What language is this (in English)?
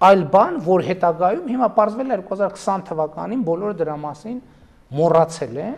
Armenian